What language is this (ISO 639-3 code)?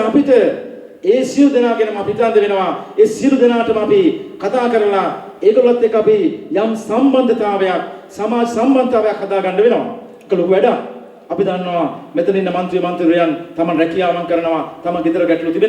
sin